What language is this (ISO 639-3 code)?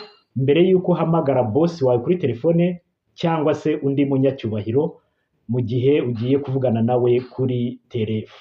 kin